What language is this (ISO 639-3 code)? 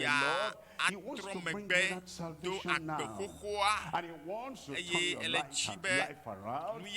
ewe